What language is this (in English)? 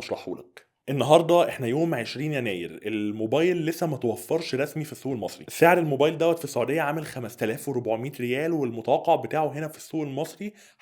Egyptian Arabic